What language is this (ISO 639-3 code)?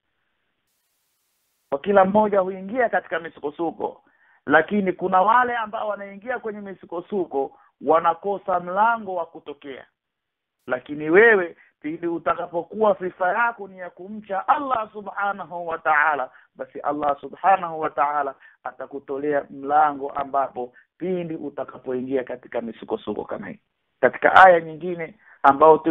swa